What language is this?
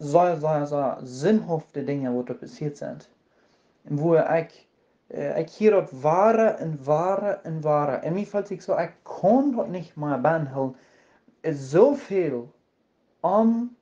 Plautdietsch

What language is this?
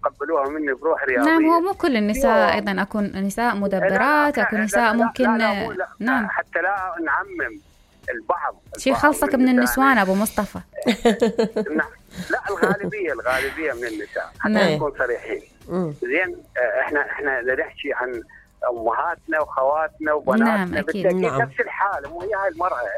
Mesopotamian Arabic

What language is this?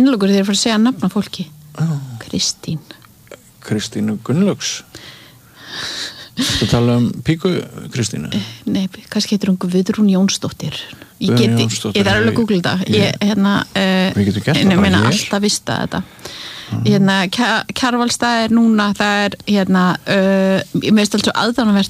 Icelandic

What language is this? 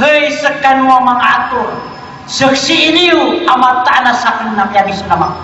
Maranao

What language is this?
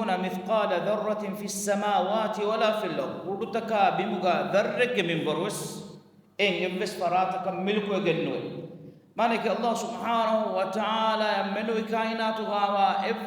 Divehi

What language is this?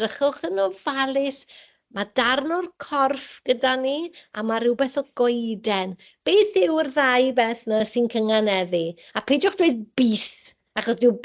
Welsh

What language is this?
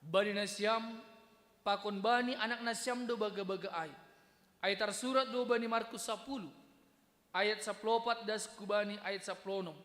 Batak Simalungun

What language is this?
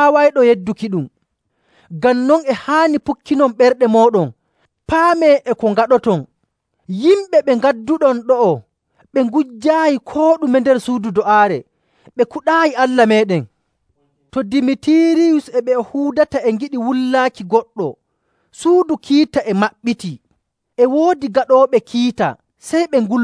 Nigerian Fulfulde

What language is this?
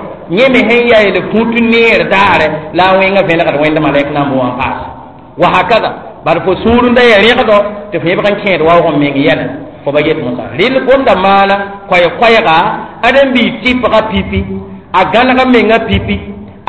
Mossi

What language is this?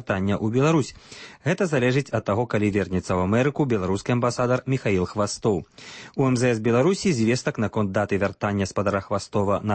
Belarusian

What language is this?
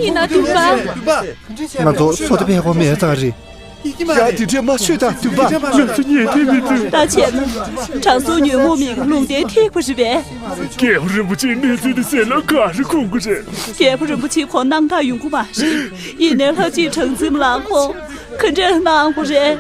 Tibetan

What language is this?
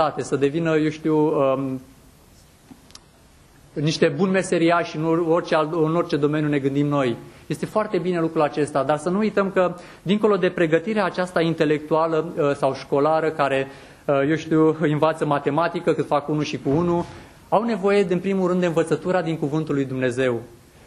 Romanian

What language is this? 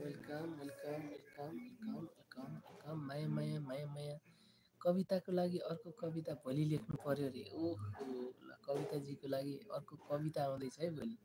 Nepali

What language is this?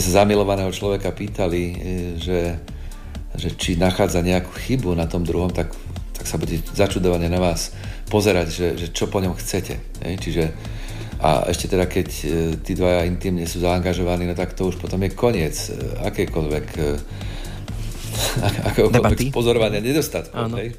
Slovak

